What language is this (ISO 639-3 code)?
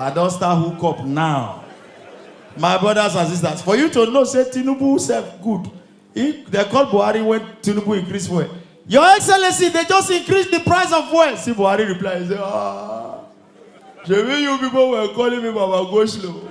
pcm